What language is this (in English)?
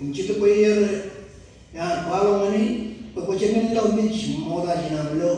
Marshallese